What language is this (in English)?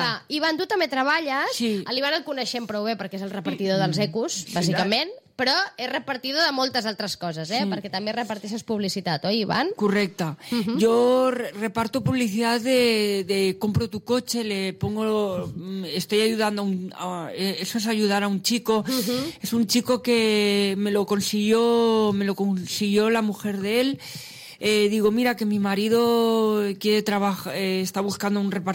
Catalan